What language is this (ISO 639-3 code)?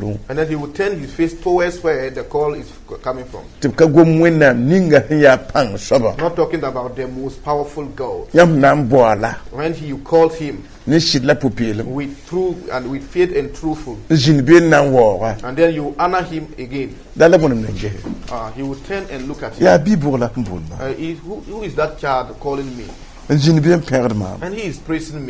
mos